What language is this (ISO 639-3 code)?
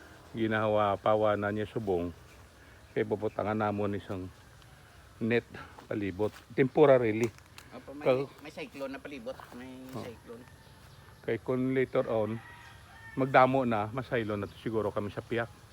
hil